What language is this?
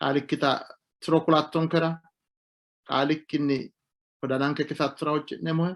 Sidamo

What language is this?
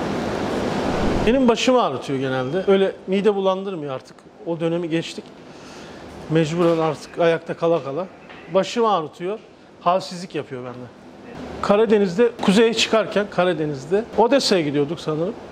Turkish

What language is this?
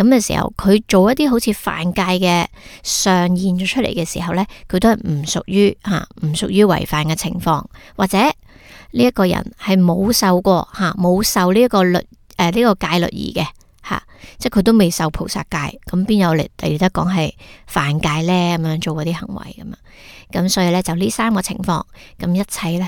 Cantonese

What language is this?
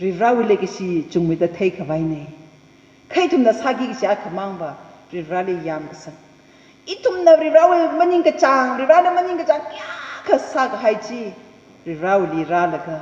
Tangkhul Naga (India)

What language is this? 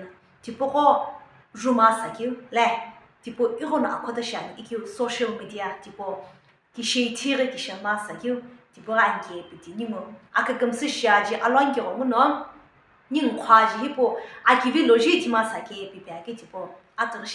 Sumi Naga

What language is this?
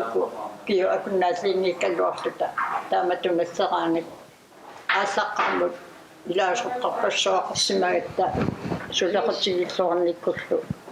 Kalaallisut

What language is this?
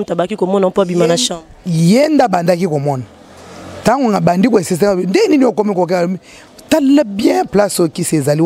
Lingala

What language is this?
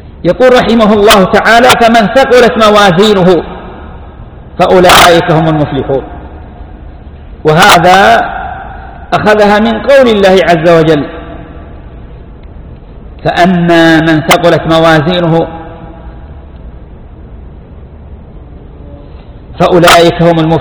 Arabic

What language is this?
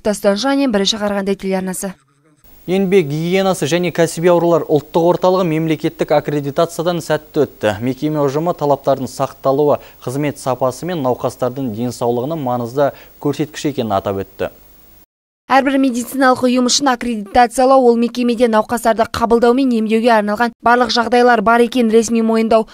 Kazakh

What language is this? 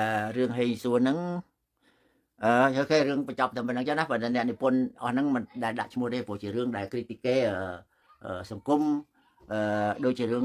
Khmer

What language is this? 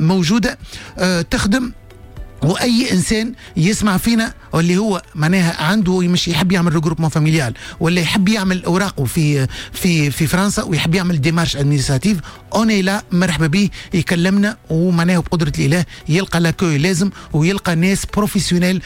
Tunisian Arabic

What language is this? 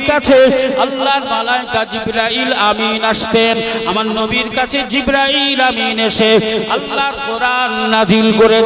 Bangla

